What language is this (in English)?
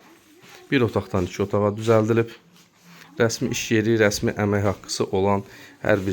Azerbaijani